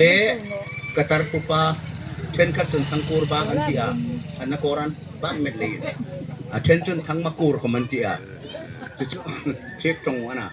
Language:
Hmar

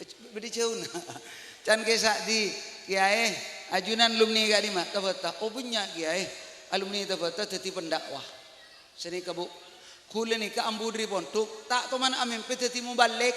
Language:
Madurese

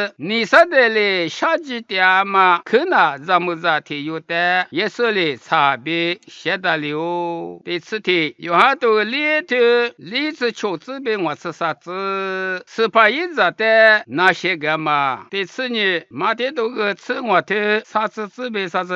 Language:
Lisu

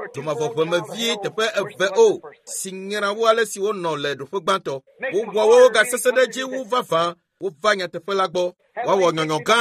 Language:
Ewe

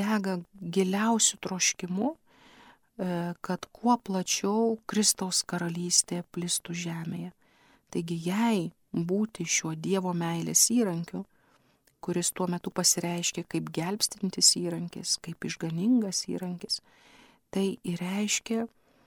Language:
Lithuanian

